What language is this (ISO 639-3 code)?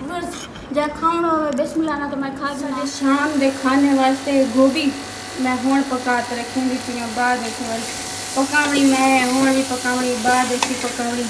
skr